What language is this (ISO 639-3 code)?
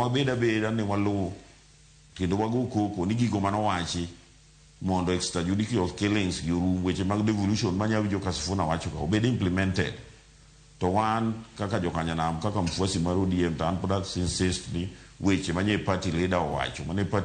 luo